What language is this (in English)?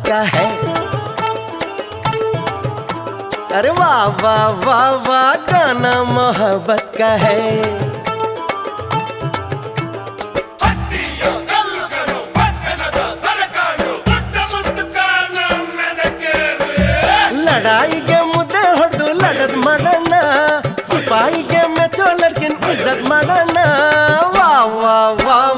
Kannada